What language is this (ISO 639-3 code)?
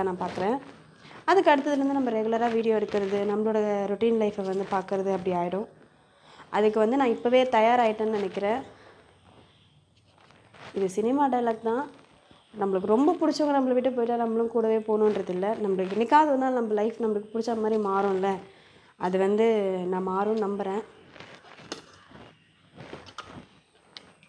tam